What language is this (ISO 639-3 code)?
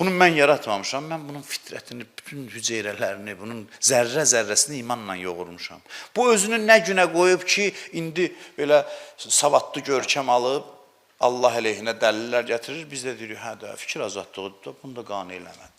aze